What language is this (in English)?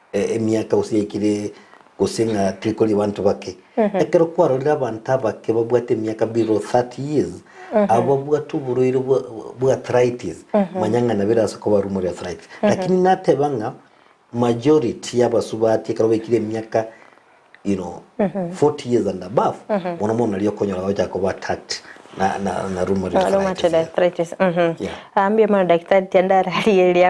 Gusii